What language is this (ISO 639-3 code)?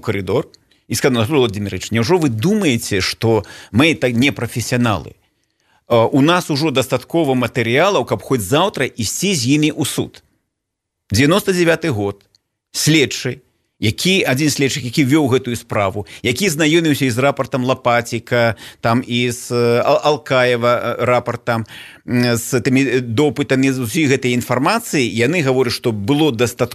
bel